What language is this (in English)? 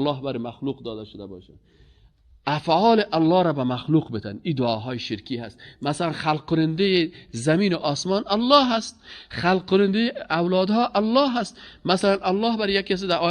Persian